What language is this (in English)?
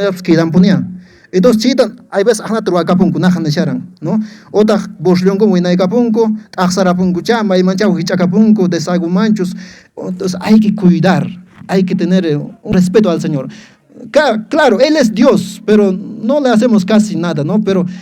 Quechua